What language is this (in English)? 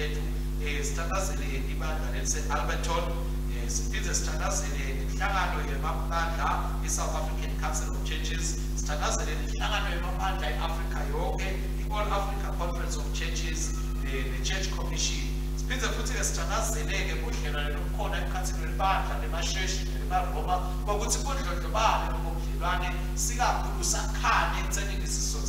Swati